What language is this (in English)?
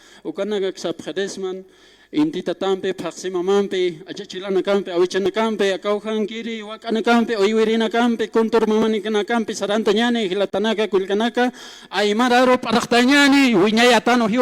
Aymara